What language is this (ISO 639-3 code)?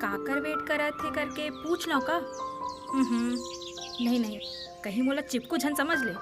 hne